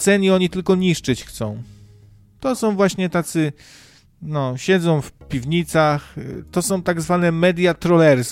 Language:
Polish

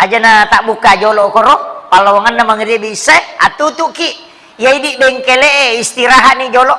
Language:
Buginese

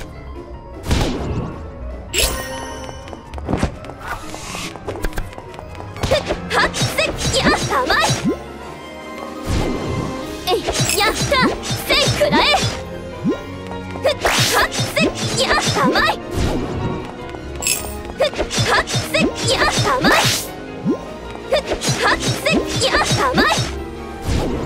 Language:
Japanese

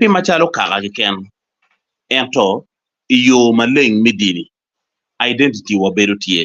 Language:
Acoli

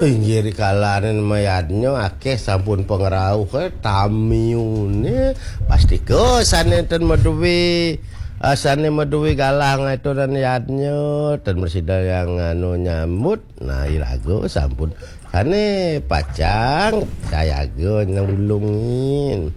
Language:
Balinese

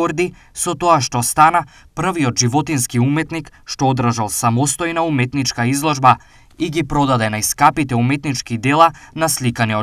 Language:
Macedonian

